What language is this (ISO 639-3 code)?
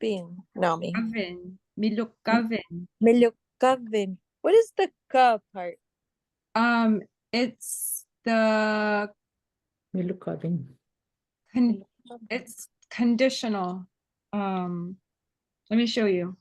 ipk